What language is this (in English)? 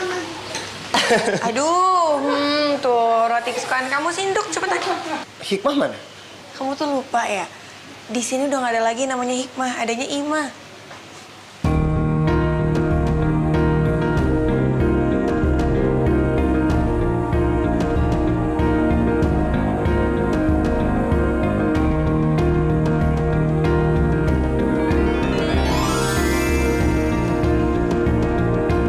Indonesian